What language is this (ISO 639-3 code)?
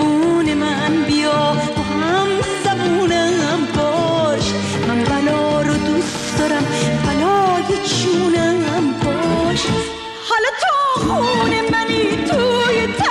fas